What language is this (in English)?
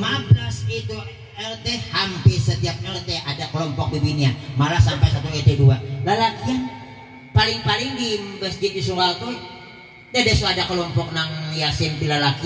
Banjar